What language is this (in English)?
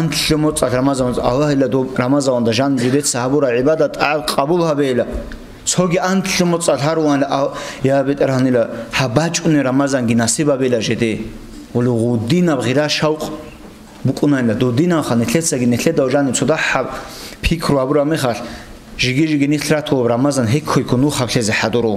Avaric